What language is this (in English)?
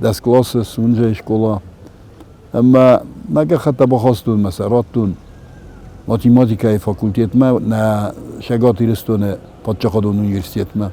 Ossetic